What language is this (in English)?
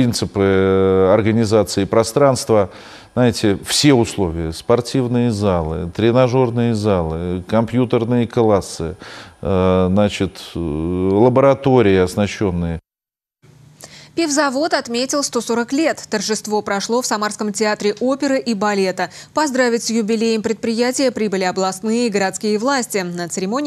Russian